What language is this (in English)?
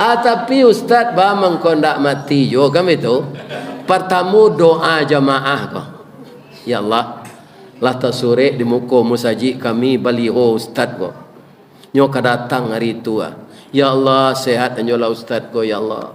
Minangkabau